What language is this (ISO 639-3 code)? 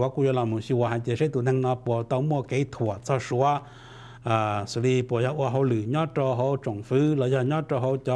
vie